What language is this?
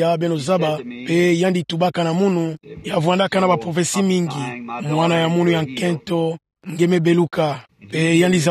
Kituba (Democratic Republic of Congo)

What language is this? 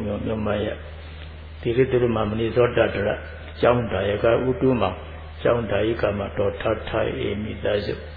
Burmese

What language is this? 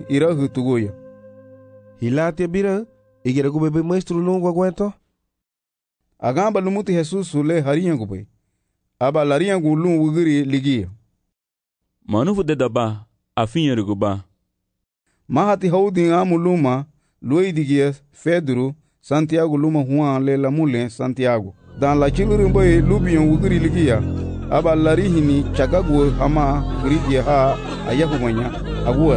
Garifuna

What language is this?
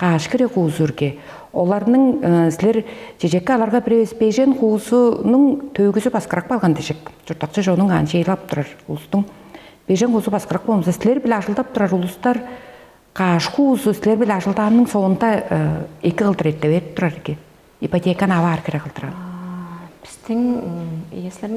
Tuvinian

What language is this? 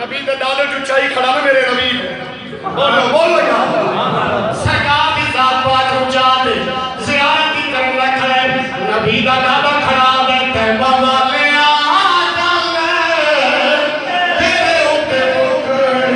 Saraiki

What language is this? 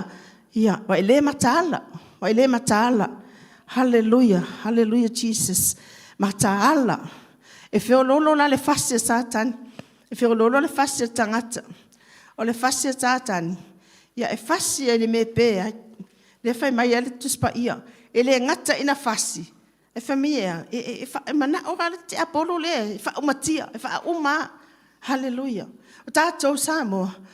Samoan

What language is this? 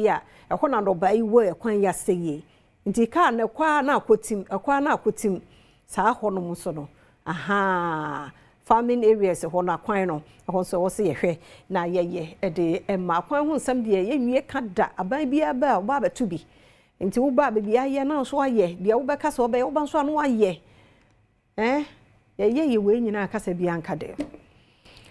Akan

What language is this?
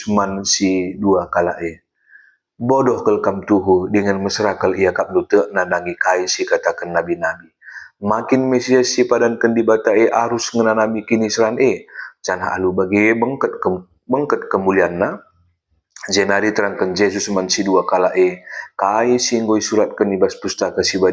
Batak Karo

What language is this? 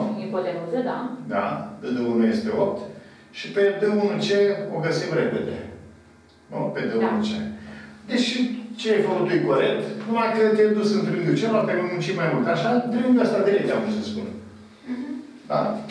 Romanian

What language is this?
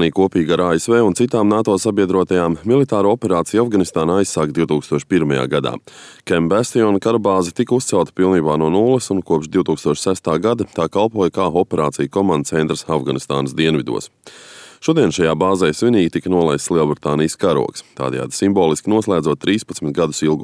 Latvian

